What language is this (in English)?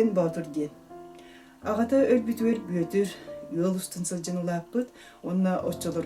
Yakut